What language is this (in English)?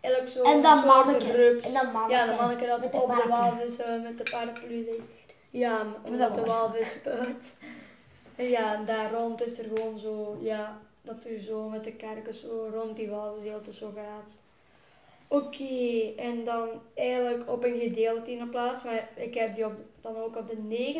Dutch